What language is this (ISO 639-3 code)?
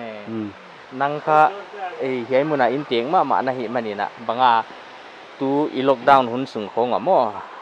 pck